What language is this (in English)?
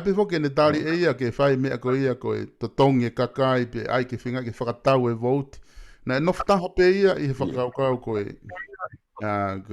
Tongan